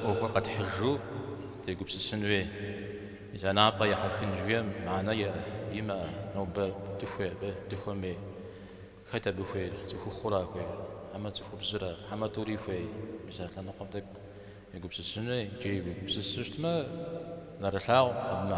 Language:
Kabardian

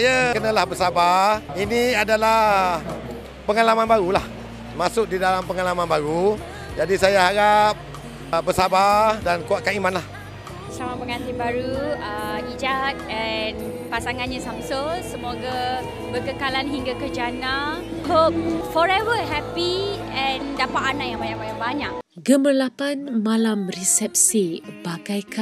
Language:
Malay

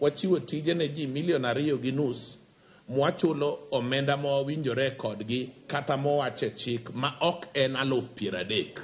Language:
Luo (Kenya and Tanzania)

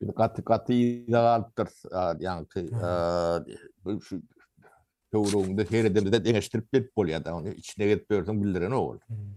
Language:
Turkmen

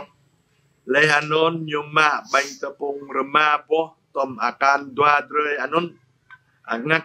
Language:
Jarai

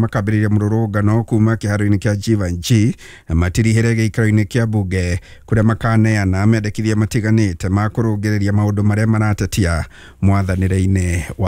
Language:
Kikuyu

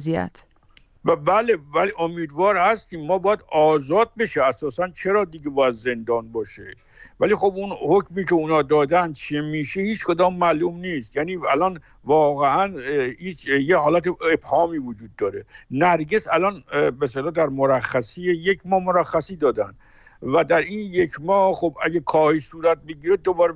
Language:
Persian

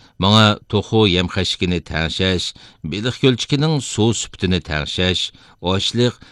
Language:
Uyghur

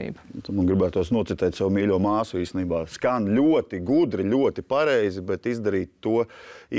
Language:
Latvian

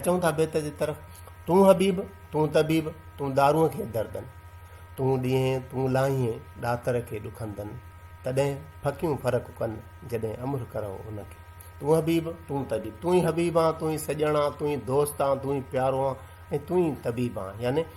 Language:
Sindhi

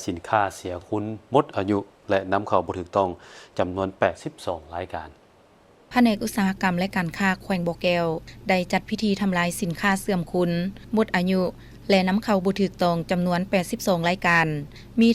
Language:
Lao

